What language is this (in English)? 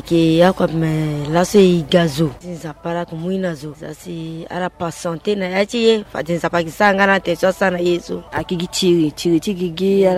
Sango